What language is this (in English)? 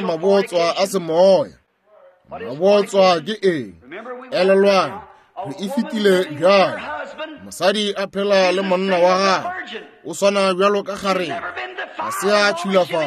Northern Sotho